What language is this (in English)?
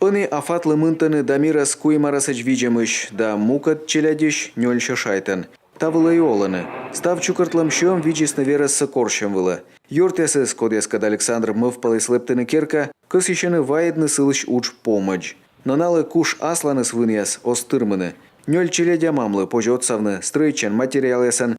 Komi